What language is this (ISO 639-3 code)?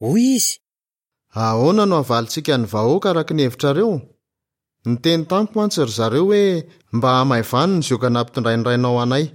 mlg